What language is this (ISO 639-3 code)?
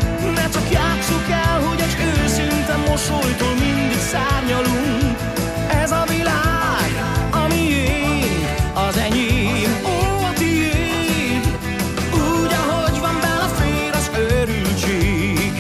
hun